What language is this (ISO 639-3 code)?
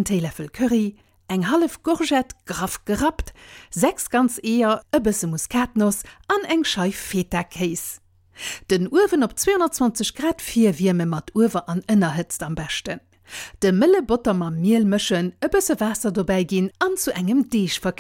ltz